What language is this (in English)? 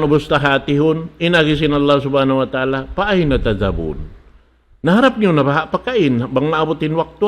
Tausug